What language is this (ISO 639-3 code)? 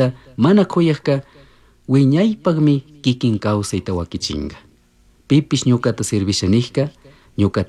qug